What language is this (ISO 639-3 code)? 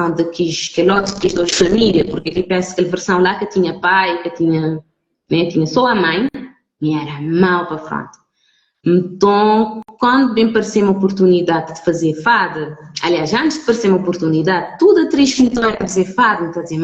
kea